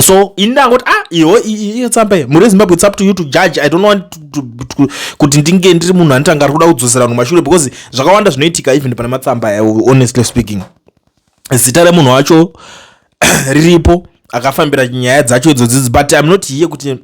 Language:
Shona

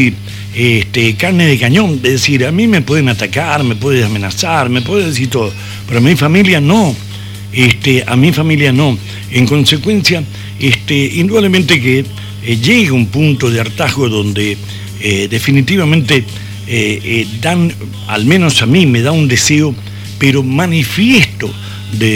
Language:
Spanish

